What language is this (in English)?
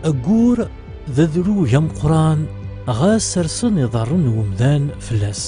Kabyle